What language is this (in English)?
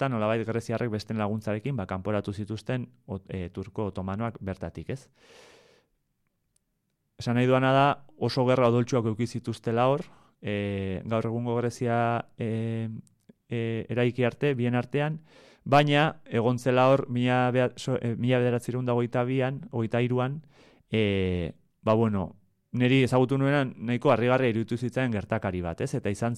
Basque